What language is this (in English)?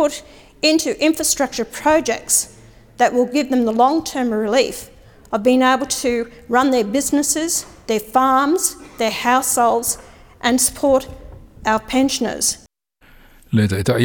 Samoan